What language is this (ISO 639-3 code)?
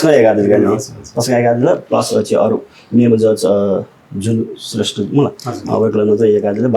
new